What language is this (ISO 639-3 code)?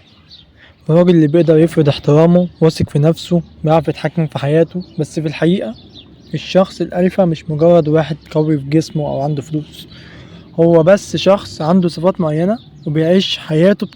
arz